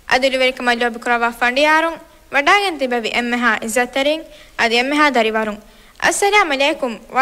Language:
Divehi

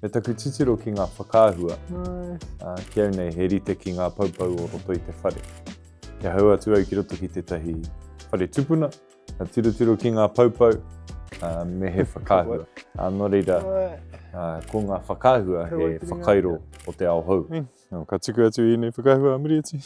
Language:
Māori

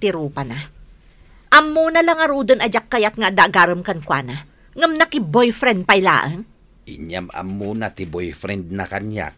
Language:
Iloko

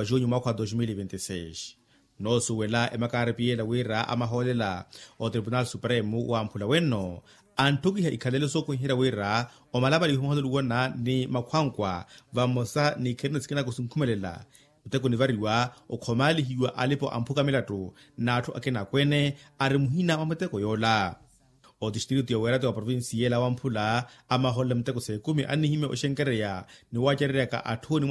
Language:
Makhuwa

